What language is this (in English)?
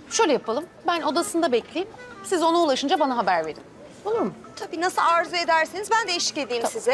Turkish